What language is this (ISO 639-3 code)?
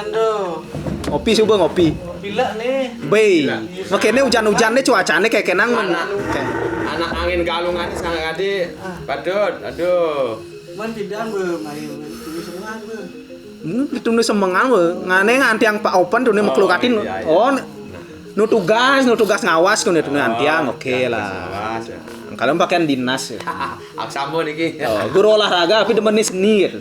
ban